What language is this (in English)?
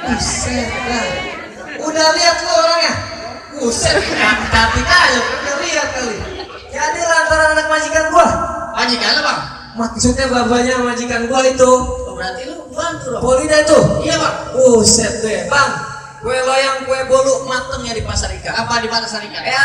Betawi